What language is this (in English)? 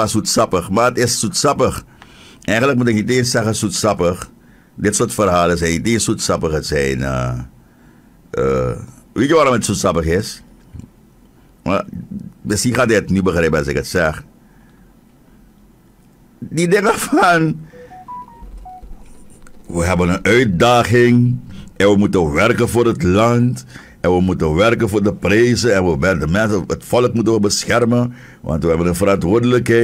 Dutch